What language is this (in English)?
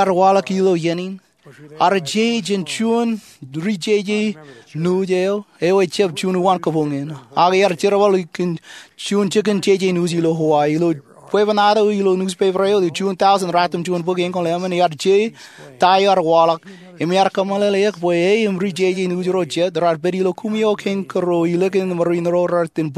Marshallese